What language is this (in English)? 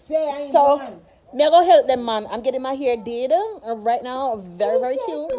Jamaican Creole English